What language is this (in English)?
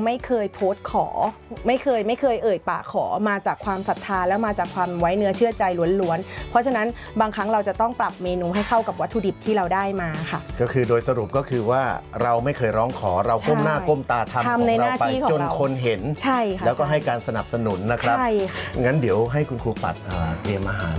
Thai